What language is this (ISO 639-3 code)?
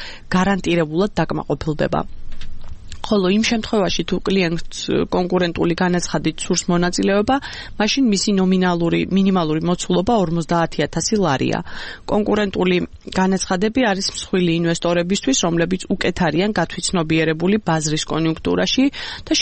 kat